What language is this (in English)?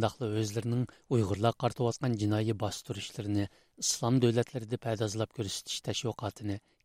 Uyghur